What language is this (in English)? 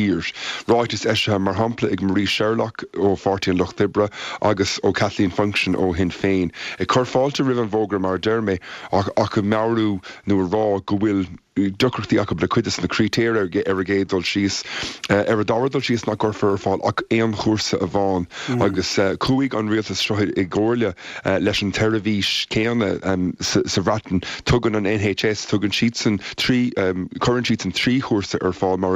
Irish